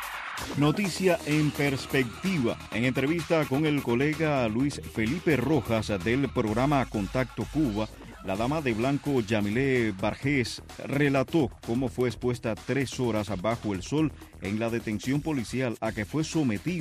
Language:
Spanish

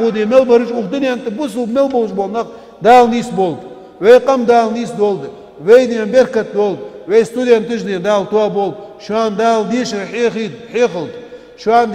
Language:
Ingush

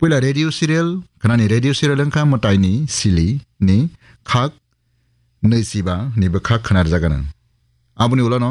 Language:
Kok Borok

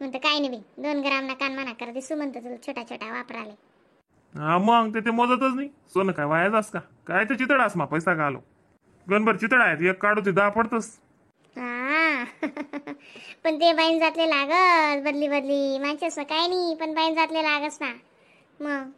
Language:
Khandesi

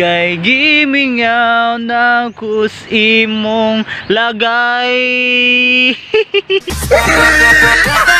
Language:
Cebuano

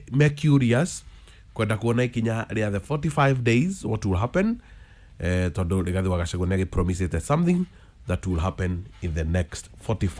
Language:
Kikuyu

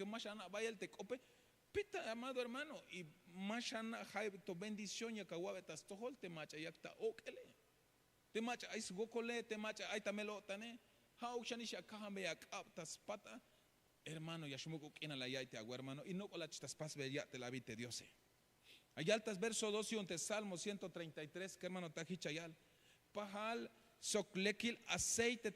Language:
Tzeltal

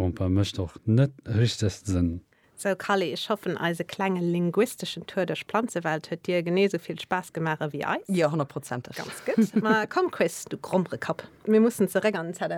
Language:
Luxembourgish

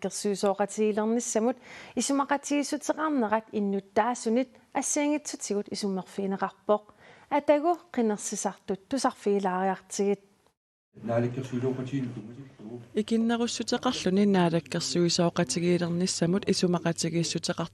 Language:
Kalaallisut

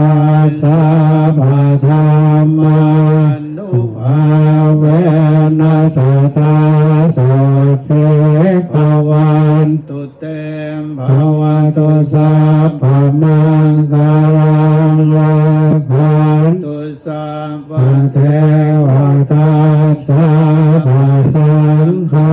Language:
Pali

